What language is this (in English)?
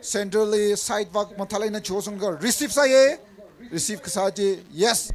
Tangkhul Naga (India)